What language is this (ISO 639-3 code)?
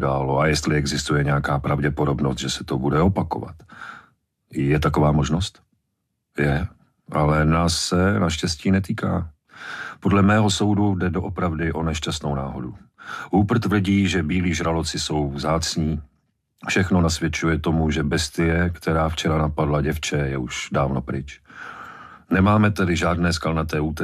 ces